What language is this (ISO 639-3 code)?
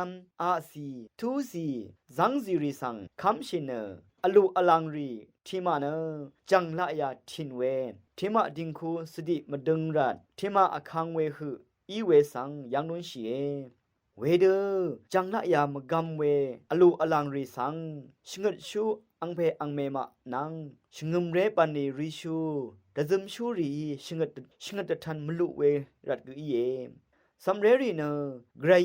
raw